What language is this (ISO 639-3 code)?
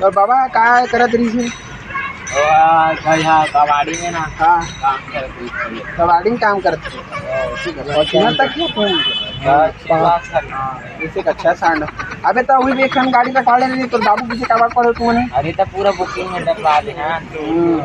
hne